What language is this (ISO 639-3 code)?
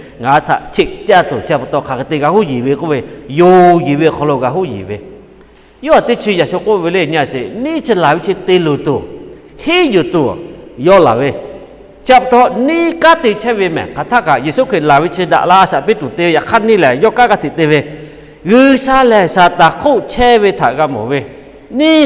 lhu